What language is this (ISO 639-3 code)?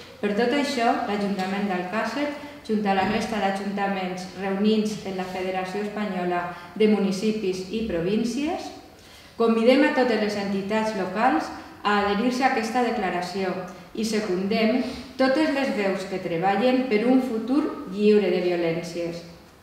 cat